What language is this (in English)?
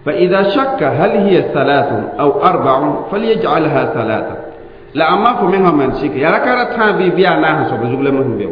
Mossi